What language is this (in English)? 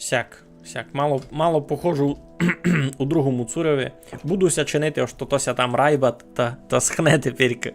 Rusyn